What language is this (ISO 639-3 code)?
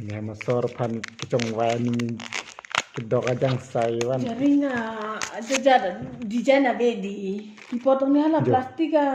mjw